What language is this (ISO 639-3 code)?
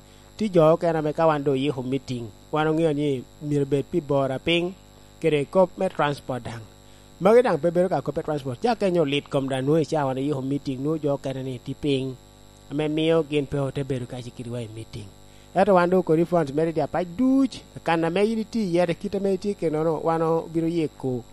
laj